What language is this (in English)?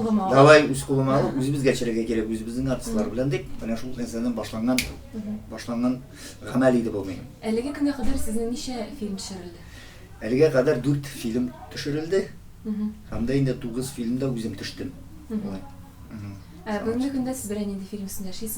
Tatar